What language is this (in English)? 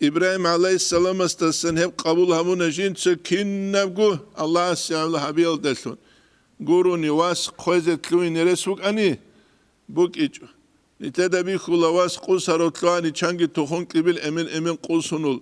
Avaric